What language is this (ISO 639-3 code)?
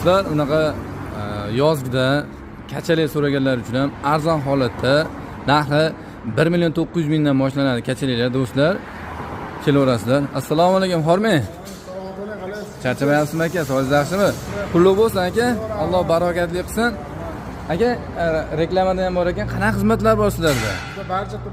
uzb